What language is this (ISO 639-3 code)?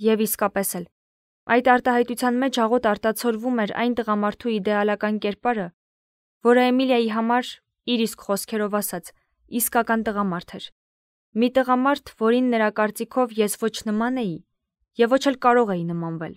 hye